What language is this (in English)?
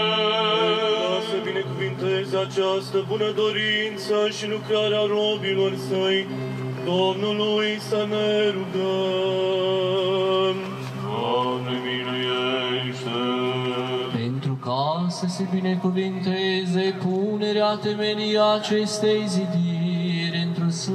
Romanian